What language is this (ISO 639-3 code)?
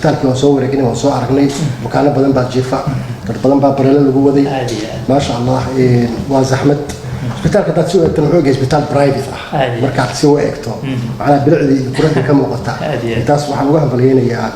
som